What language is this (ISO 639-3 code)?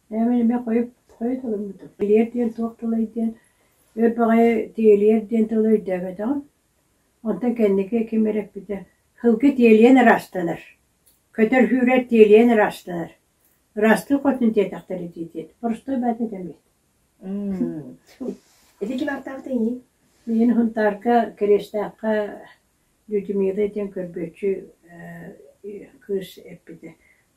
sah